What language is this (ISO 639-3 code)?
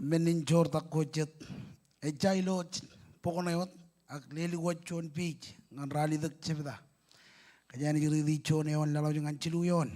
mah